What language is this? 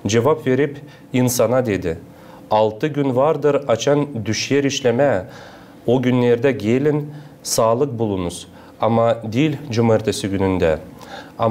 Gagauz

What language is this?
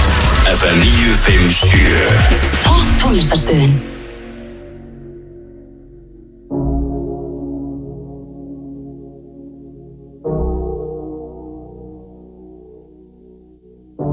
Icelandic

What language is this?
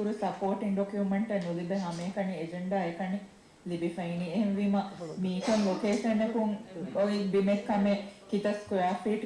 Divehi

